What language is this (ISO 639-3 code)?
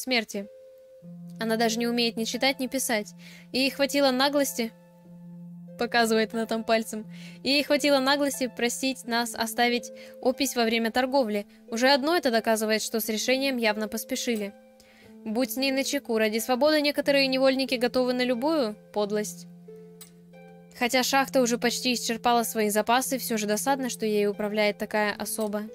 rus